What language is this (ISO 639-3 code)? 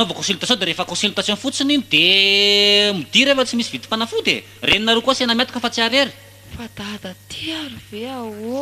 mlg